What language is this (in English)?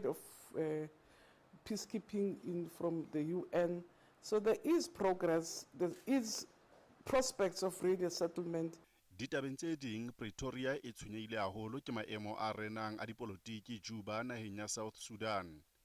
Southern Sotho